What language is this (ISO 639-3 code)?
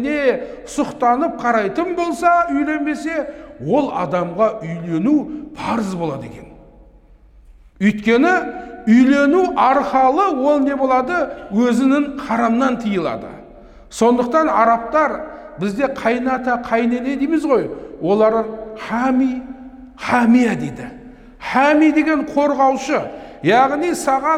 kaz